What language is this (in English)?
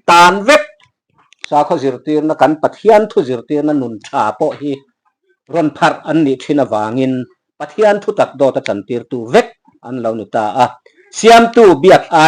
Mizo